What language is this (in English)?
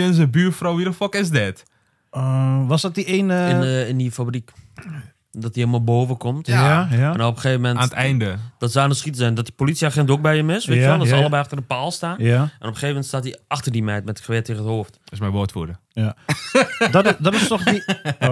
Dutch